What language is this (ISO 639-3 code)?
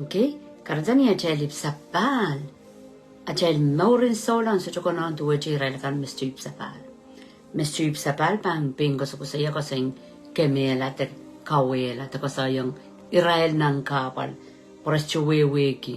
pon